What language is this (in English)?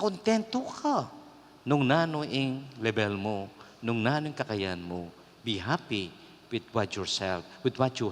Pampanga